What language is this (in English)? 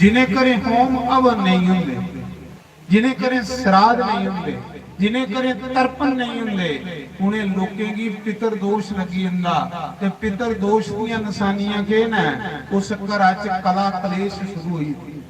Dogri